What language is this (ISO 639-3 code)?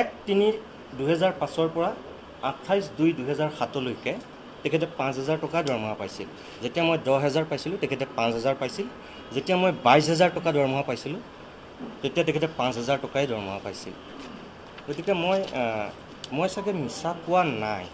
asm